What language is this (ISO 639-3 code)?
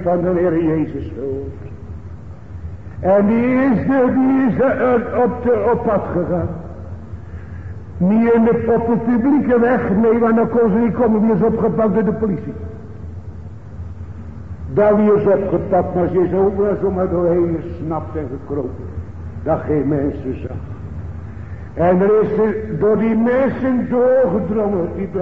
nld